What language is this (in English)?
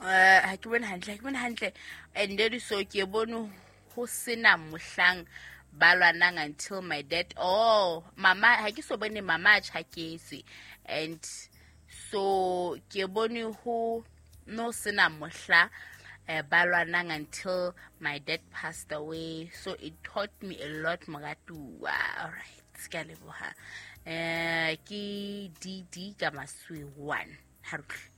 Southern Sotho